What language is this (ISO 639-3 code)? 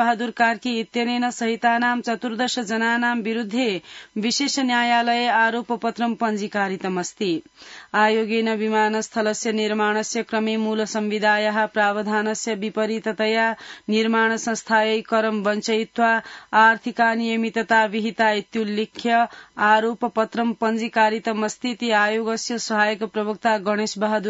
san